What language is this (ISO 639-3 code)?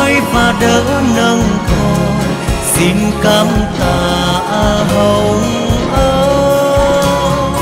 vie